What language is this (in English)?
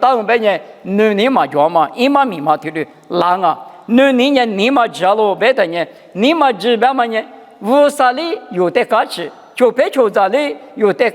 Lisu